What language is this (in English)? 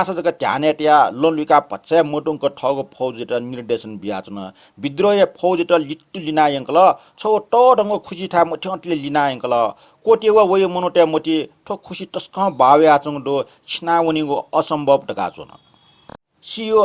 Newari